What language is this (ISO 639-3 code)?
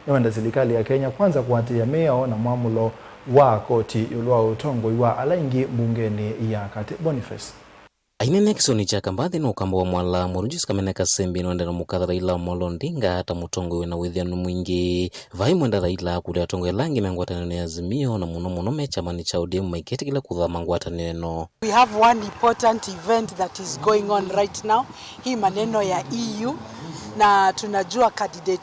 kam